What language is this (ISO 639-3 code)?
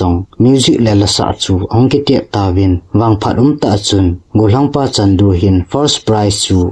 tcz